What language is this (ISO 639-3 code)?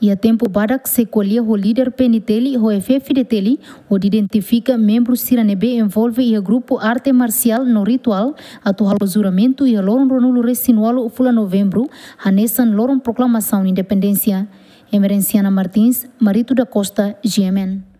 tet